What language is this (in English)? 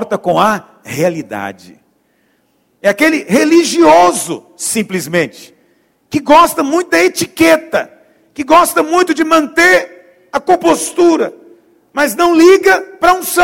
Portuguese